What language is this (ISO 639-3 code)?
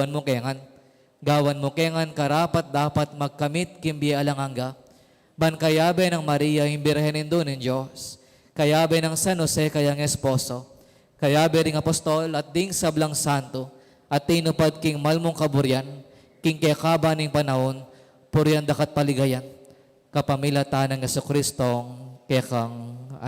pam